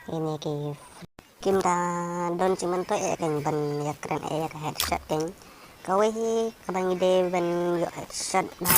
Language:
Khasi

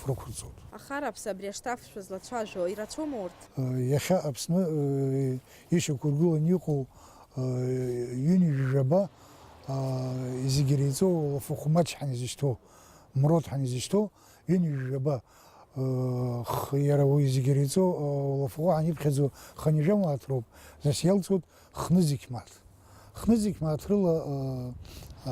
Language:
Abkhazian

